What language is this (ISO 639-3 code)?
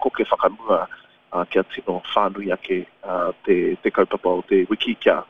mri